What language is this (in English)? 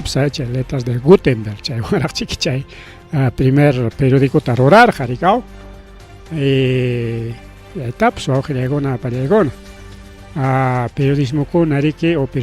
Ayacucho Quechua